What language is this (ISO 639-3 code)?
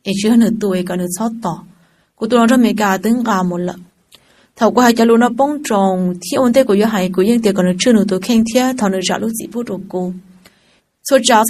hmn